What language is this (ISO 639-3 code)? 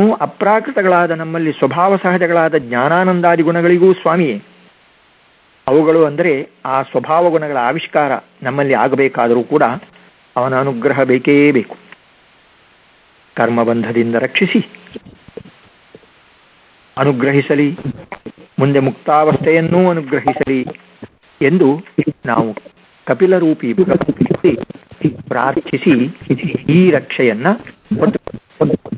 kan